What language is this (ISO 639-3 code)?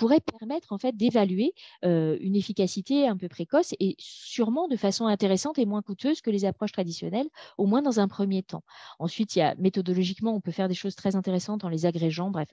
fra